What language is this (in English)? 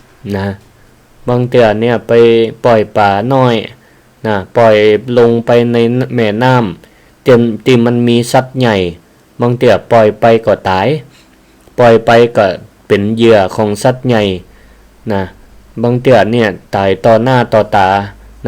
Northern Thai